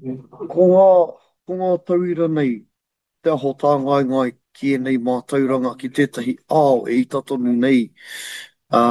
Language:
Māori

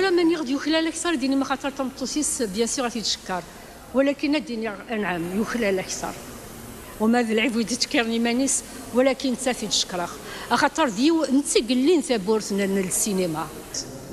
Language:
Kabyle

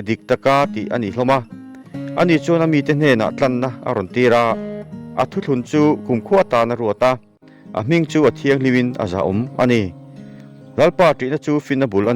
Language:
Mizo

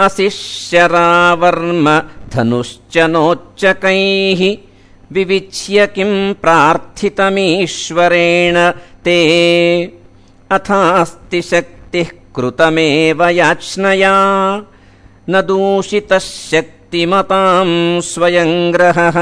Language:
Sanskrit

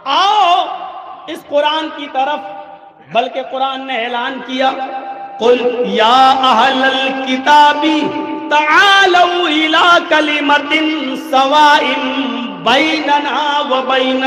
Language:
Urdu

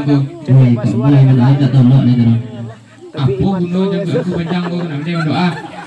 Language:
Minangkabau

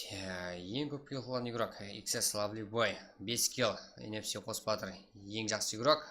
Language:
Kara-Kalpak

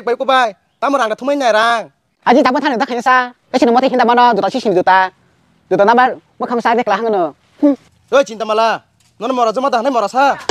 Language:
Kok Borok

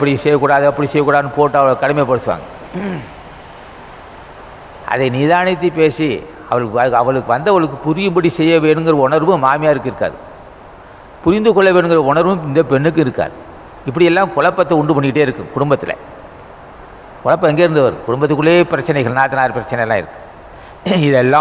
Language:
Tamil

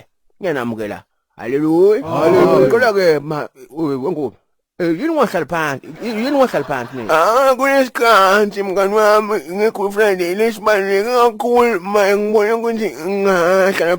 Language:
Zulu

